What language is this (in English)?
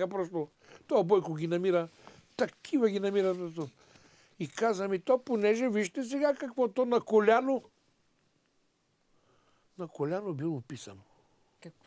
Bulgarian